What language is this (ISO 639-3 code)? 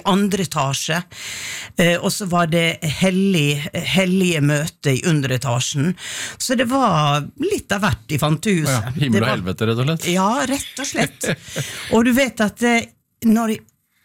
nor